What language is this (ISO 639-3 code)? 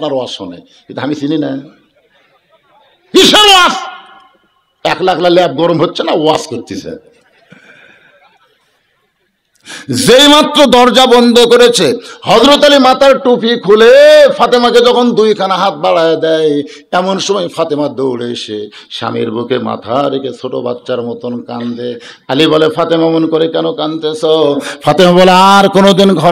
ben